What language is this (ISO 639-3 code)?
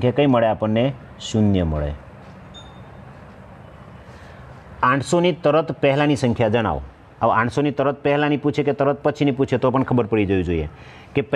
guj